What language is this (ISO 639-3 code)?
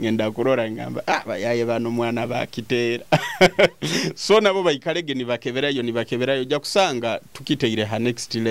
nyo